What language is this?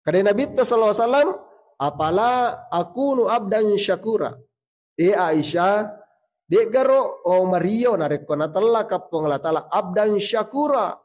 Buginese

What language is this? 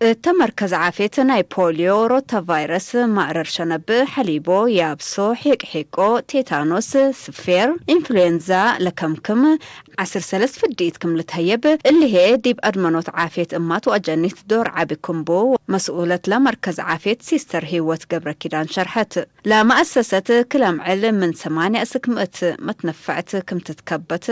Tigre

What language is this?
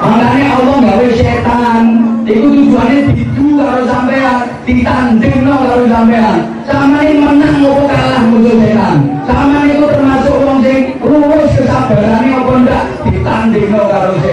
Javanese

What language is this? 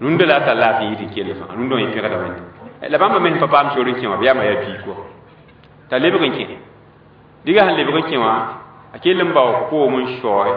Mossi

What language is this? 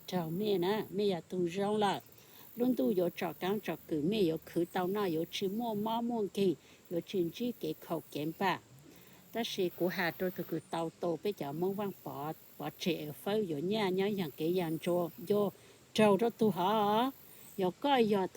Hmong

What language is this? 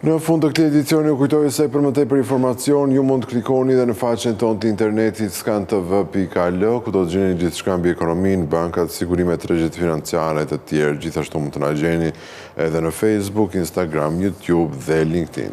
Albanian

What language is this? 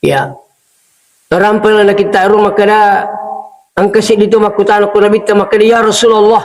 Buginese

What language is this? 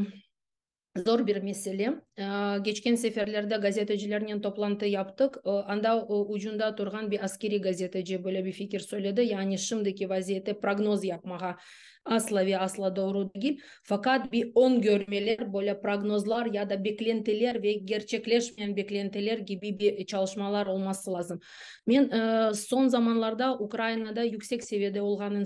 Crimean Tatar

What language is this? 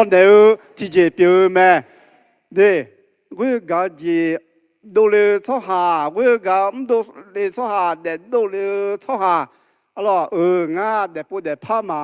Akha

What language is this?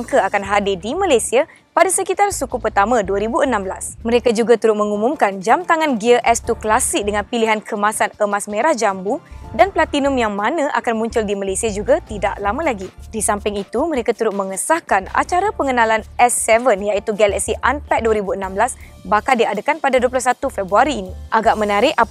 Malay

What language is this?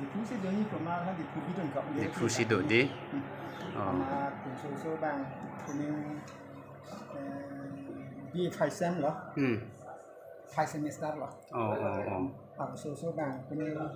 Karbi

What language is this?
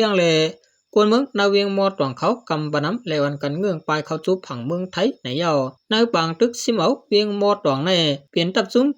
Shan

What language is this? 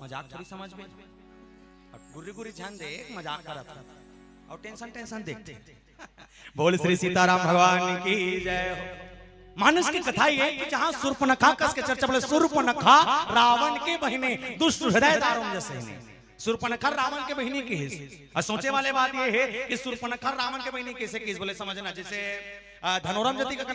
Chhattisgarhi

